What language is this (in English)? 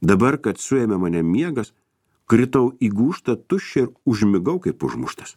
Lithuanian